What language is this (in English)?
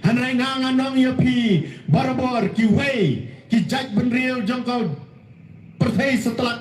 Khasi